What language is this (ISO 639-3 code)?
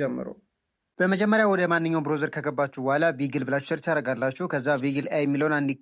amh